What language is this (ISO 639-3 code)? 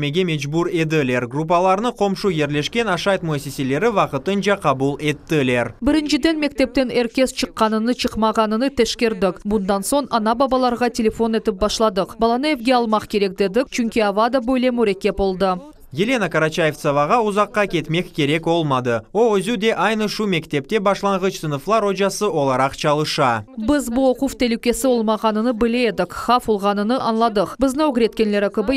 crh